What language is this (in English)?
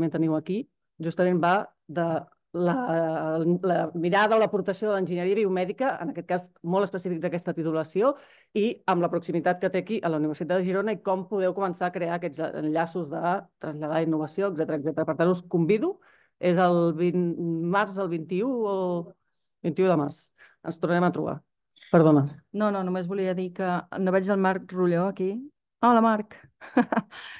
Catalan